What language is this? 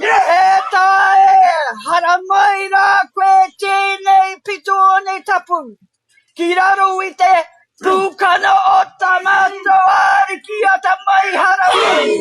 Māori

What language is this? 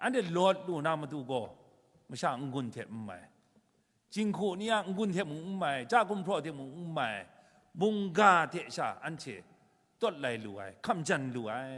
Kachin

